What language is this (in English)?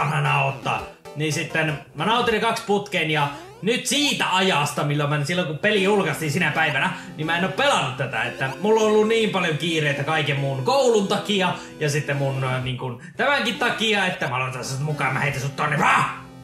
Finnish